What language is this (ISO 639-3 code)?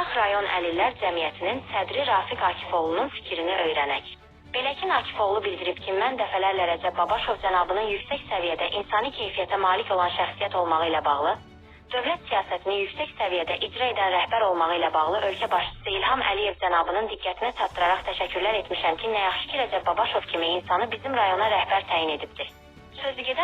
aze